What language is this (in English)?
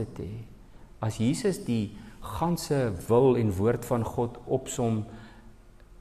Afrikaans